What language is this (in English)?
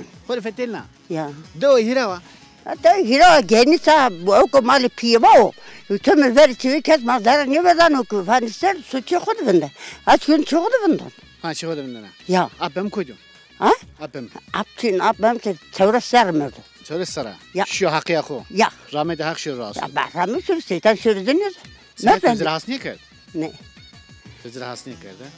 Zaza